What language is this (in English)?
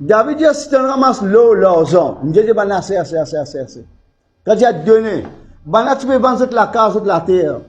Morisyen